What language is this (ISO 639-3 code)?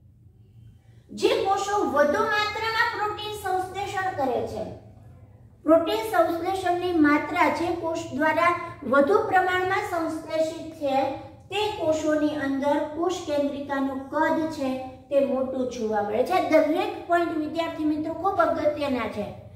guj